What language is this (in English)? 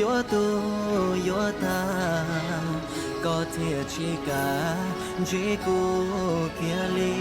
Hmong